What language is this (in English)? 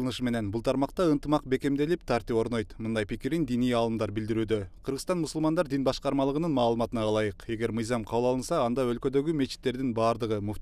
Kyrgyz